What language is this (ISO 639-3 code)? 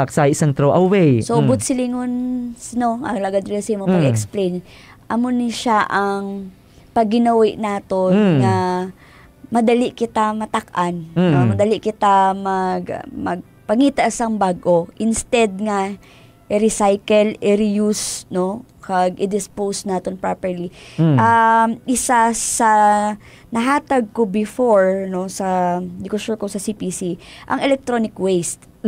hil